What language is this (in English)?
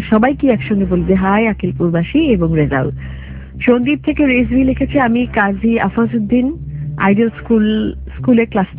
Bangla